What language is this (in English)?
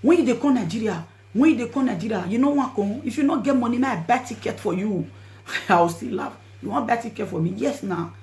Nigerian Pidgin